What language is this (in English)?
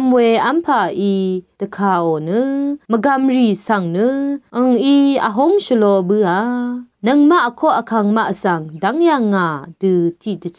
Rawang